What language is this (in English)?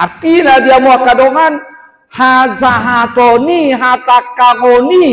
Batak Toba